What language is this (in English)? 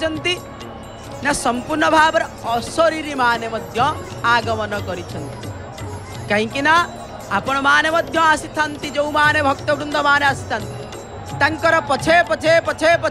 Odia